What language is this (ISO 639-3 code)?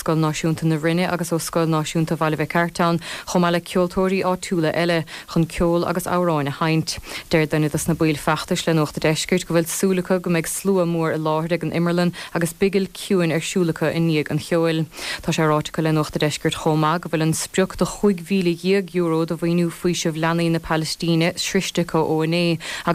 gle